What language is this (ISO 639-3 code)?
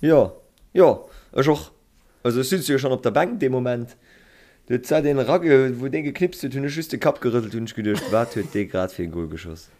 ltz